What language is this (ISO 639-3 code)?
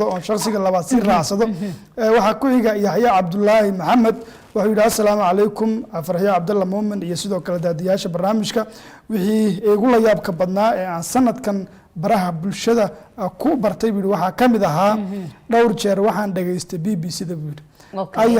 som